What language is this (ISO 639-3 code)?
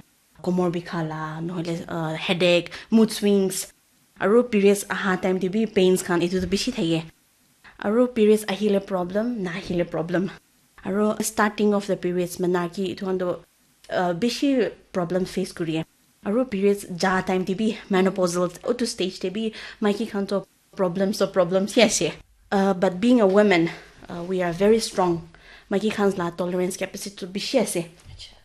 nag